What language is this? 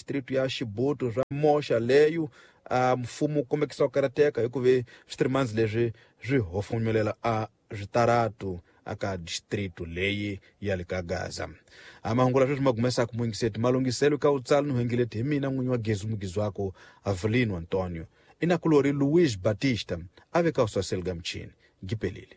Tsonga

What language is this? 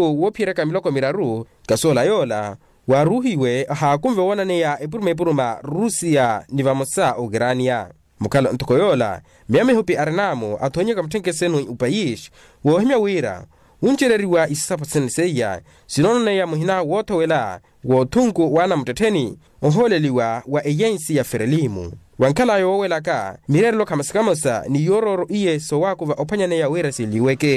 Makhuwa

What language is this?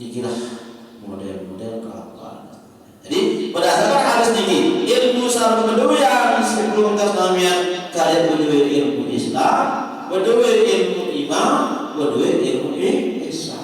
Sasak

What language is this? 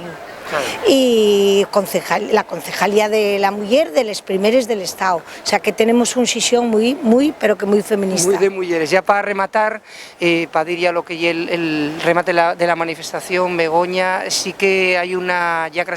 Asturian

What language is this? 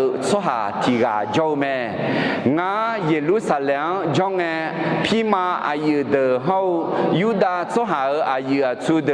Akha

